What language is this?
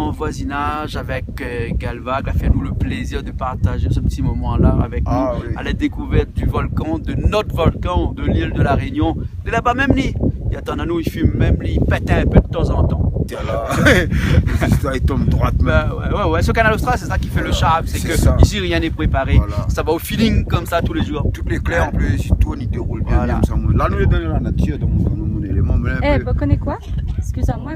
Réunion Creole French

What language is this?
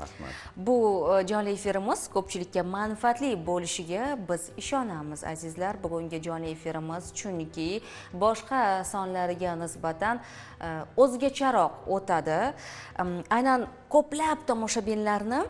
Uzbek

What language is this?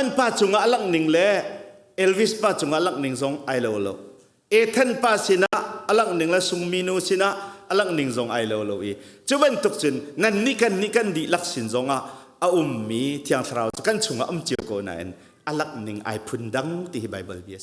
Hakha Chin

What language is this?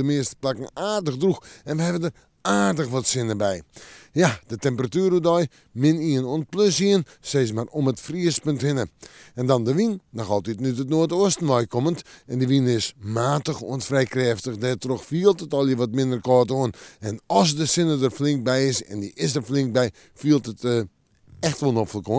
Western Frisian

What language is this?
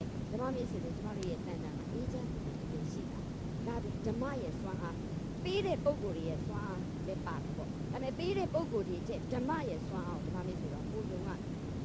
Burmese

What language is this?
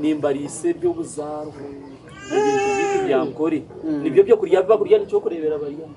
Nyankole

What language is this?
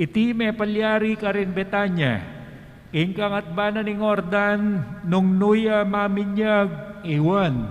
Pampanga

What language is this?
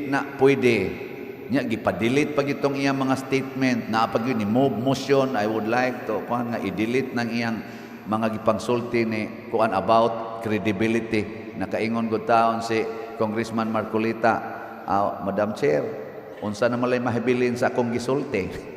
Cebuano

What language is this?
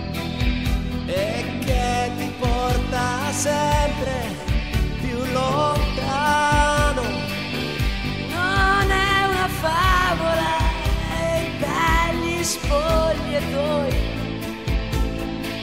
Italian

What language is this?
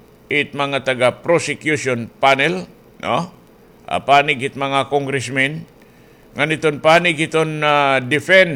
Waray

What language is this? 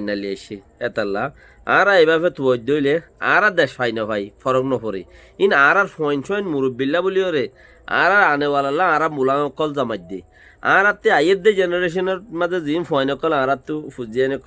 Rohingya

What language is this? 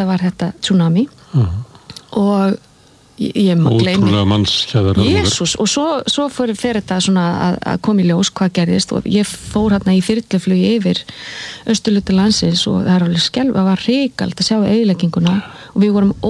Icelandic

